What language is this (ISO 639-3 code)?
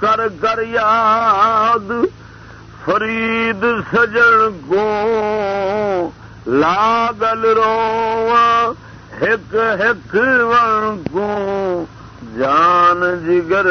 skr